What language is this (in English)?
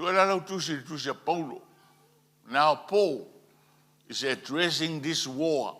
Samoan